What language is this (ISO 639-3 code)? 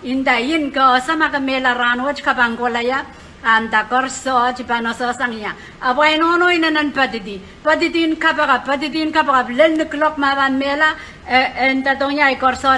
pon